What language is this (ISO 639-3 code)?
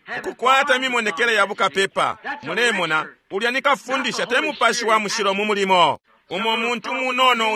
bem